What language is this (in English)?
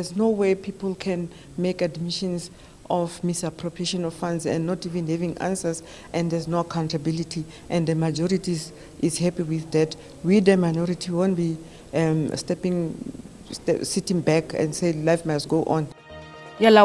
Tsonga